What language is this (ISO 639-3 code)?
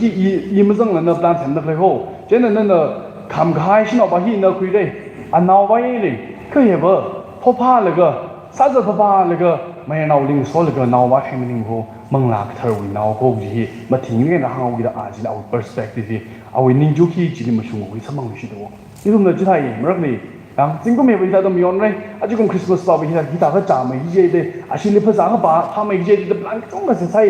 nmf